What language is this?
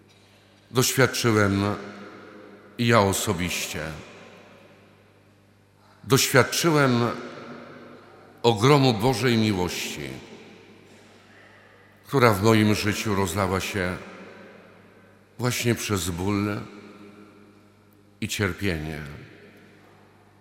Polish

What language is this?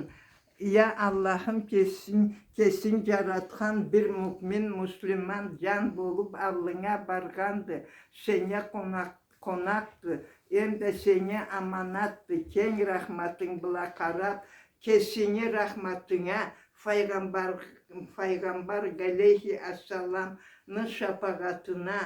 Karachay-Balkar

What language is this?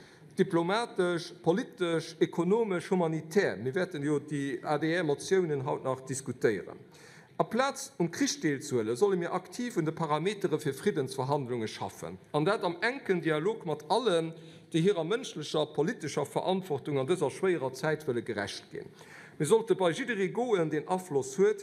Luxembourgish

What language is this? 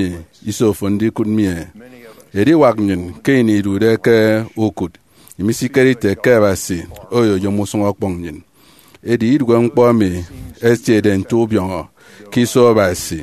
Efik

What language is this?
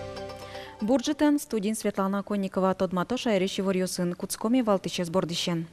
Udmurt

